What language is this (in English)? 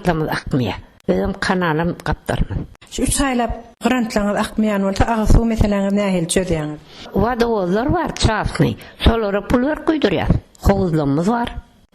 Turkmen